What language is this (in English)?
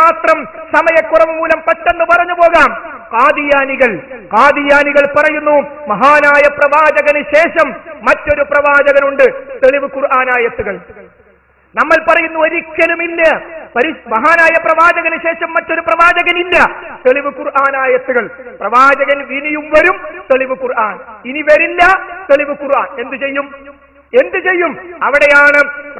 Malayalam